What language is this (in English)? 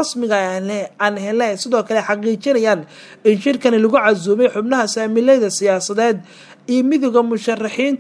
Somali